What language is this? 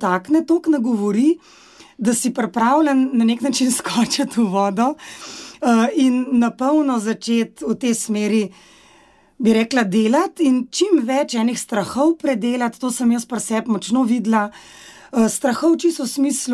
Slovenian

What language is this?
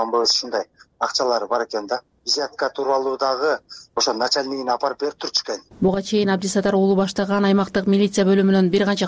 Kyrgyz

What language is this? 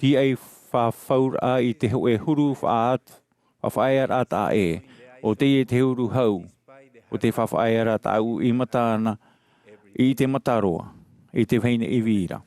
Tahitian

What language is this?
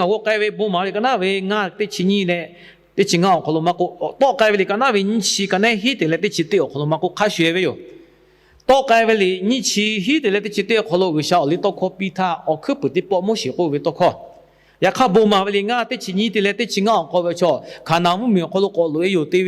Lahu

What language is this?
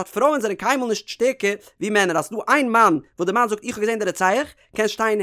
Yiddish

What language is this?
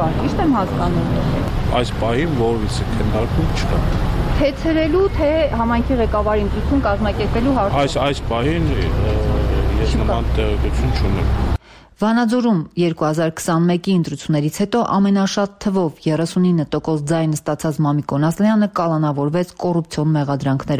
Armenian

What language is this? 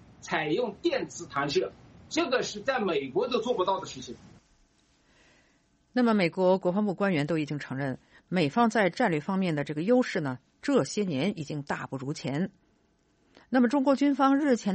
Chinese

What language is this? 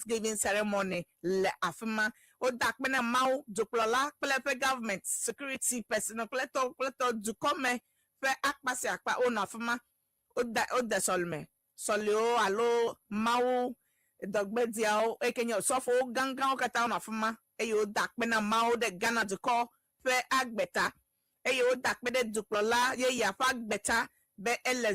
Ewe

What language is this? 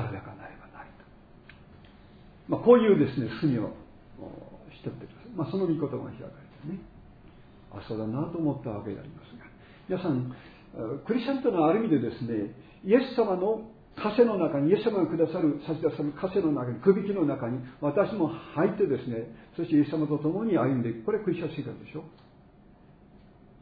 Japanese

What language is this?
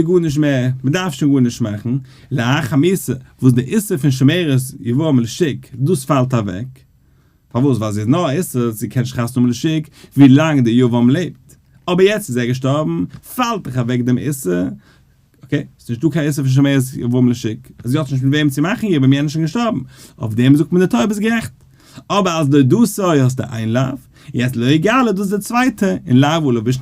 Yiddish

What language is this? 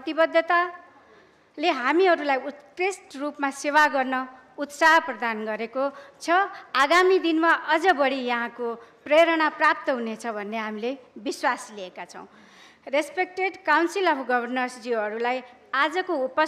Nepali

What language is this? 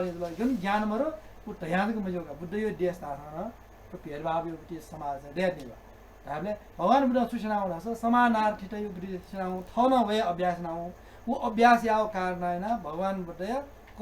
Newari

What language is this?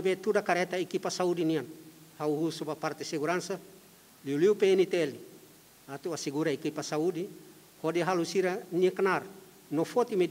Tetum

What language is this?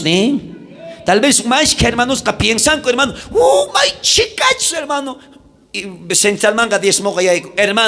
South Bolivian Quechua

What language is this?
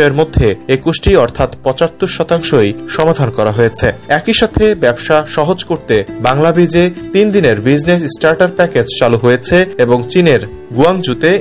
Bangla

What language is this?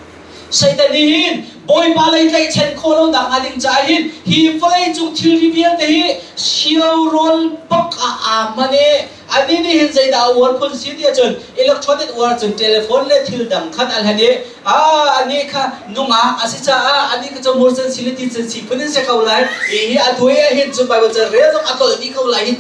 Hakha Chin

